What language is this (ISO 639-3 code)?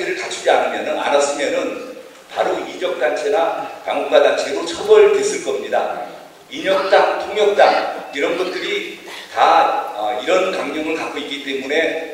kor